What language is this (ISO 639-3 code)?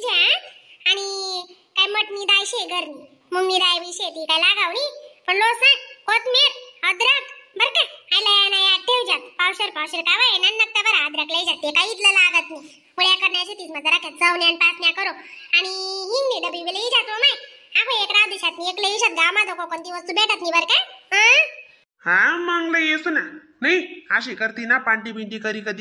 khn